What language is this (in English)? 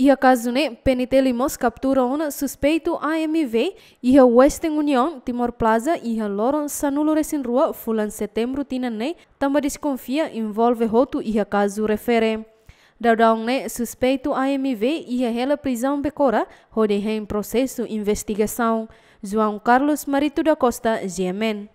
Tetum